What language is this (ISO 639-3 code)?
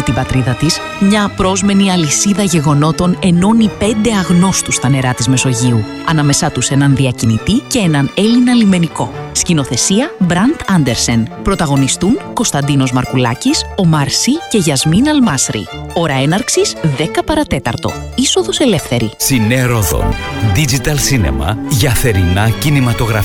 ell